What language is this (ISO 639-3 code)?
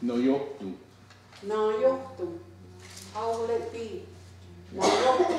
moh